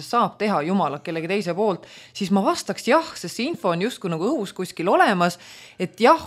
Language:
Estonian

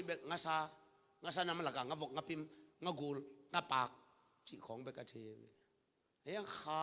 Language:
Tedim Chin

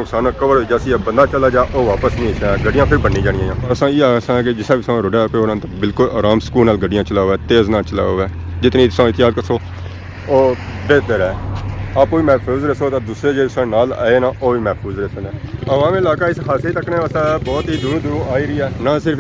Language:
Pahari-Potwari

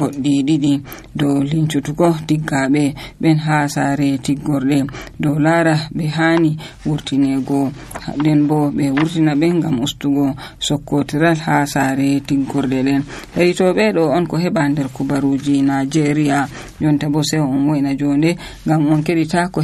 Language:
Nigerian Fulfulde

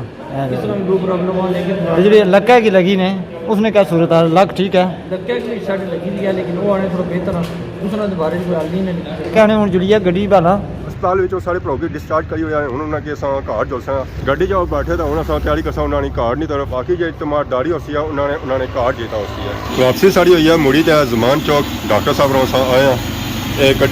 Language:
Pahari-Potwari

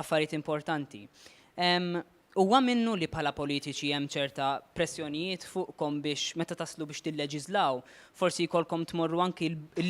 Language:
Maltese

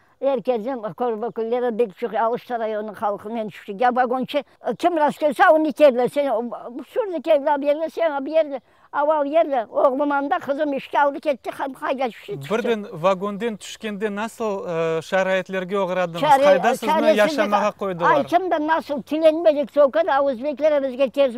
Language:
Crimean Tatar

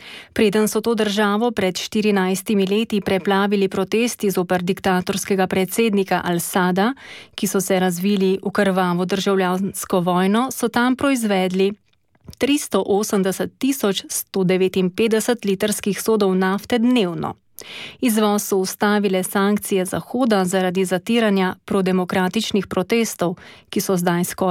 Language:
Slovenian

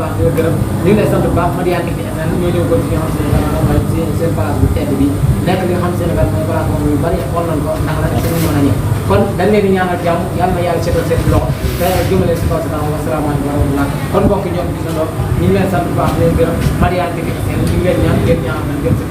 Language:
Wolof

